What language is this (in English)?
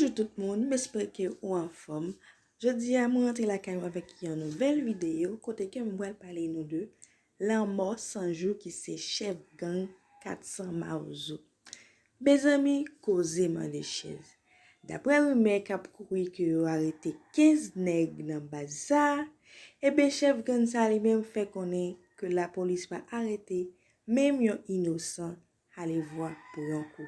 Haitian Creole